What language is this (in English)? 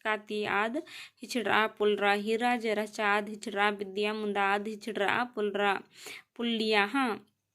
Kurukh